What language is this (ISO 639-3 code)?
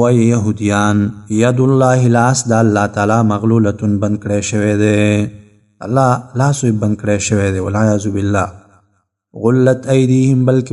pus